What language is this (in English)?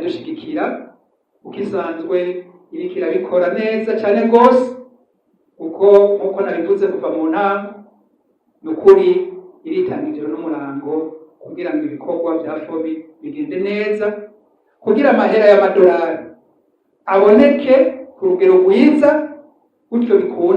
Rundi